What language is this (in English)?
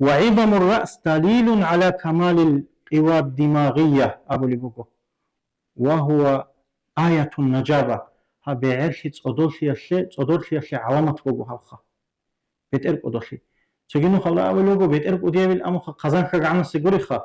Avaric